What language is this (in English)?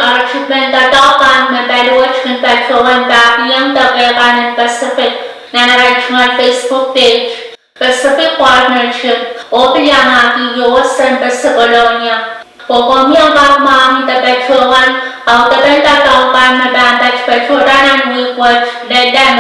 Pohnpeian